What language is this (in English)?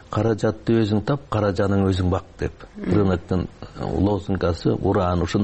Kyrgyz